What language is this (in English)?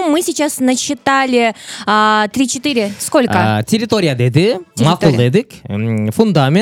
Kyrgyz